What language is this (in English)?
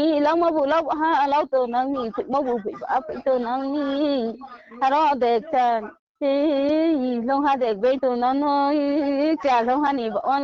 Riang (India)